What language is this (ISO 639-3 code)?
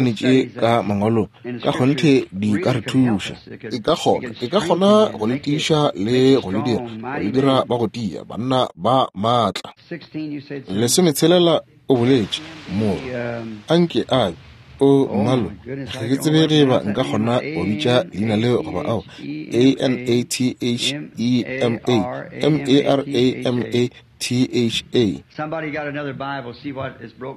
nso